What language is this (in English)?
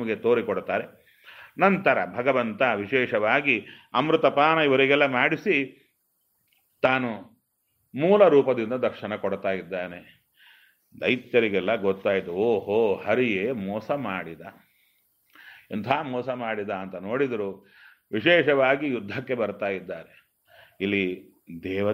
Kannada